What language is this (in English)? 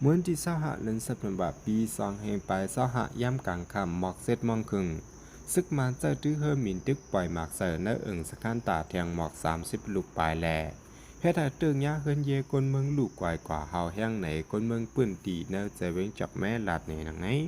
Shan